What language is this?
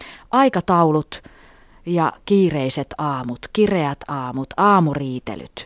Finnish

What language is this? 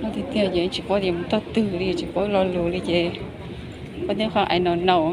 Hmong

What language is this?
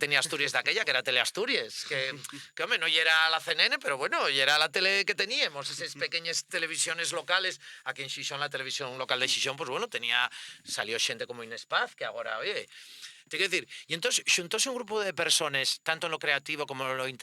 Asturian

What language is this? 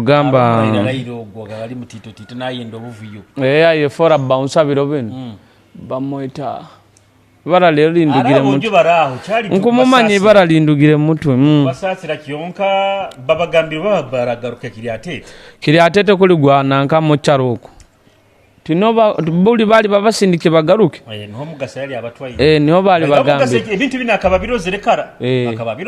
Nyoro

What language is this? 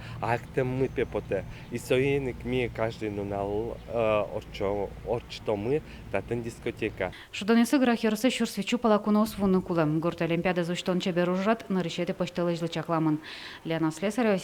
Udmurt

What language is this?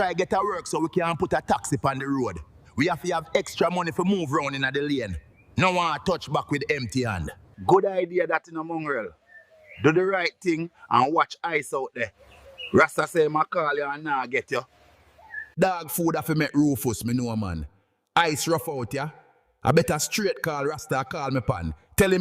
Jamaican Creole English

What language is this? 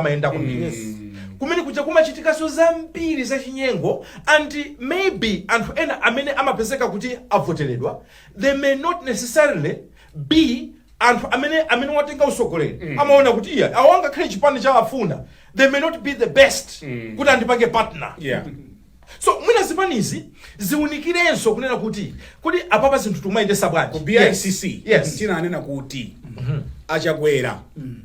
Nyanja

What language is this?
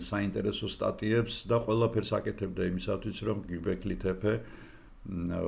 Georgian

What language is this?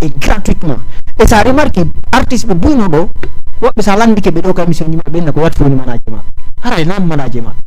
Fula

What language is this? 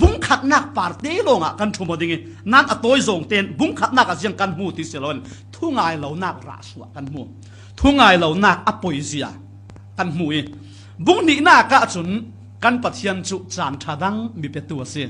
Falam Chin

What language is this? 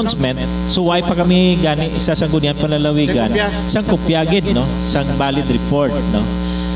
Hiligaynon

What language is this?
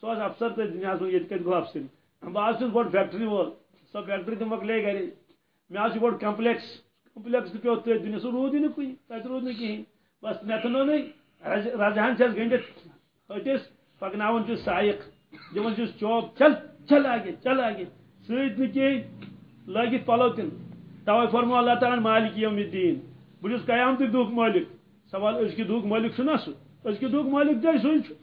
Kashmiri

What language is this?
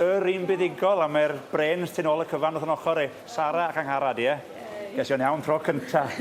Welsh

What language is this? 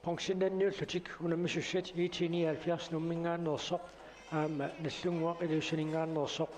Kalaallisut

